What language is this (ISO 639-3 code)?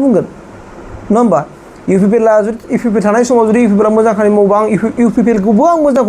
brx